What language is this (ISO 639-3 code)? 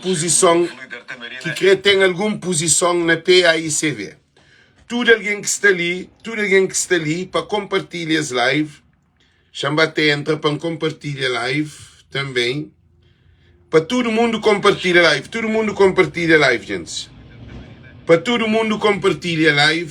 kea